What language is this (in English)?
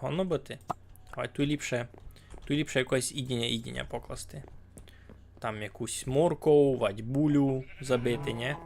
Rusyn